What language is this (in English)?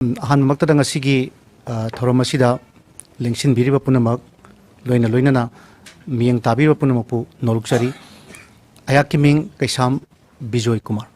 Manipuri